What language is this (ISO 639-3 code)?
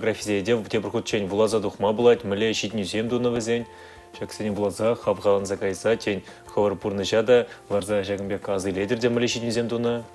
chv